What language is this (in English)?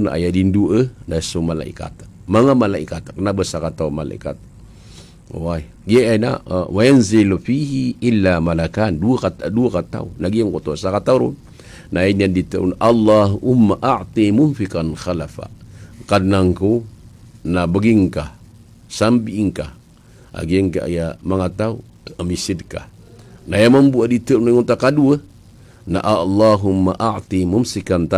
Maranao